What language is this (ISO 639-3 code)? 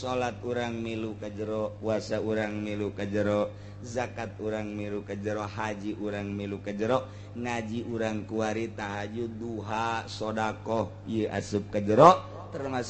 sun